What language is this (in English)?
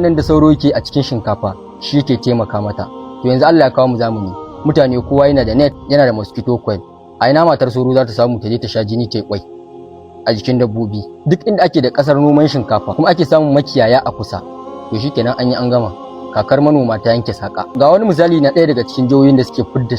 Hausa